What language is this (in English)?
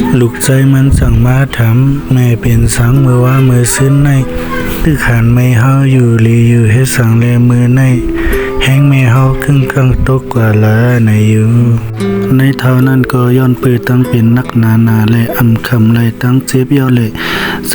Shan